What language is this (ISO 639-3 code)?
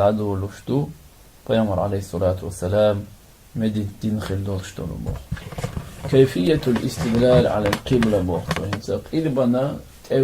che